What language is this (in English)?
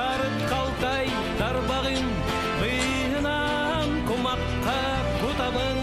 Yakut